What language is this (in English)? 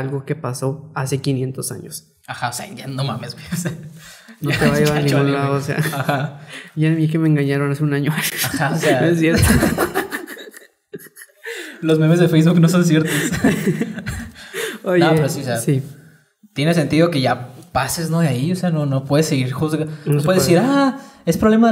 Spanish